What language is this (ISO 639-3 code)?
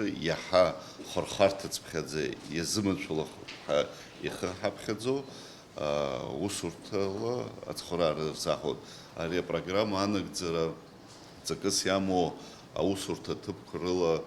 abk